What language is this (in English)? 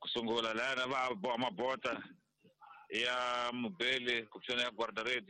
Tsonga